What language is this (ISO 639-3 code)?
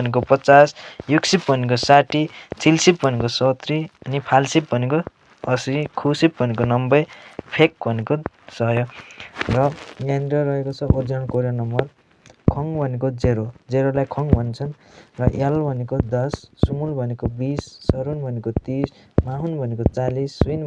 nep